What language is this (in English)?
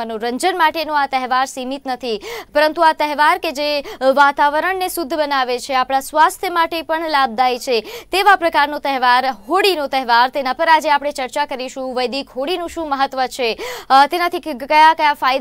Gujarati